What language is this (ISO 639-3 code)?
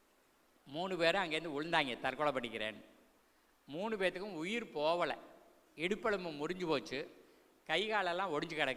tam